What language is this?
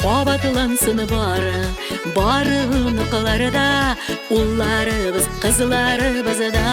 Bashkir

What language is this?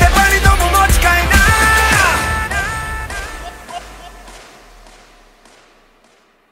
Bangla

